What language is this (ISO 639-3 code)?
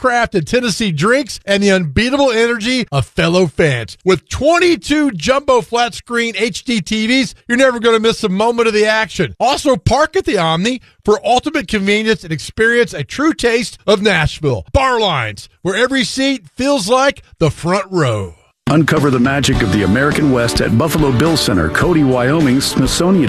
eng